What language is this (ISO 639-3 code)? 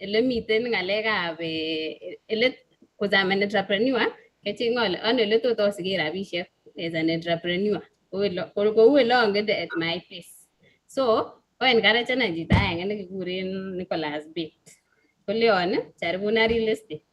kln